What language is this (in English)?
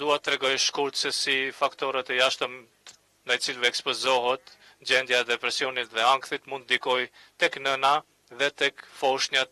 Albanian